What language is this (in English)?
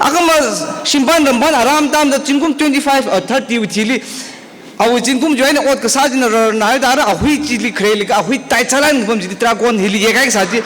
Tangkhul Naga (India)